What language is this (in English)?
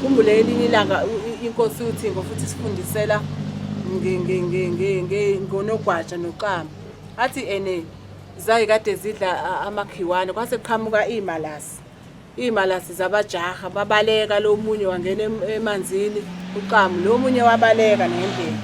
Zulu